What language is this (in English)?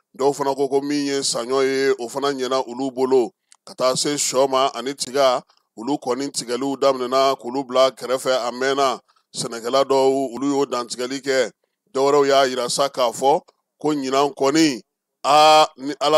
Bambara